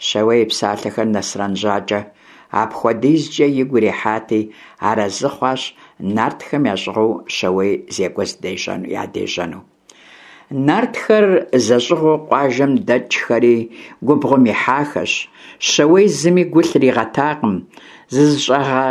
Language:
Kabardian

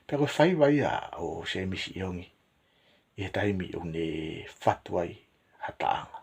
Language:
Tongan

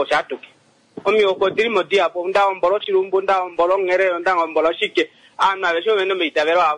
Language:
Kuanyama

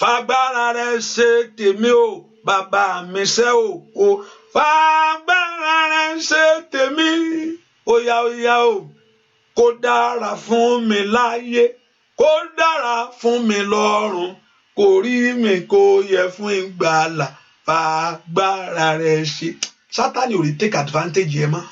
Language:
Yoruba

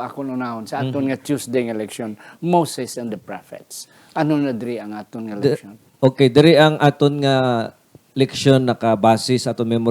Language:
Hiligaynon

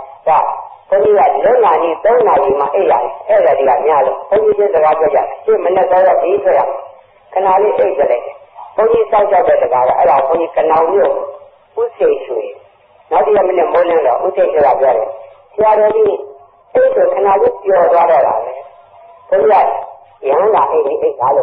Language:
Burmese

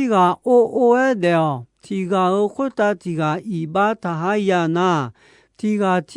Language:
Akha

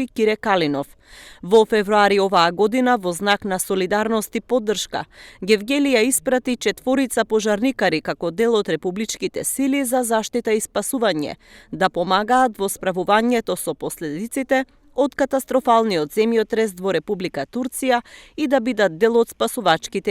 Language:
Macedonian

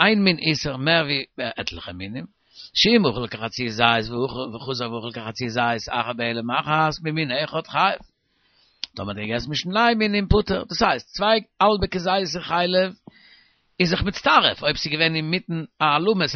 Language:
Yiddish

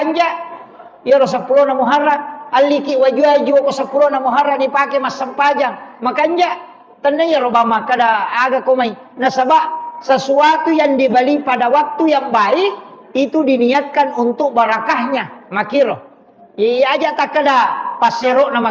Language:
Buginese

